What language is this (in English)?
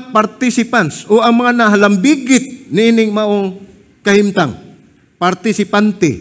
Cebuano